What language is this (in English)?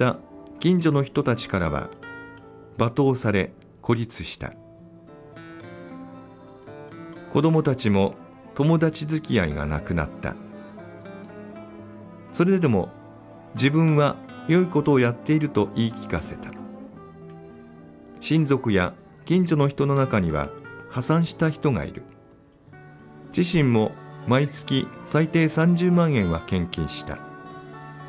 Japanese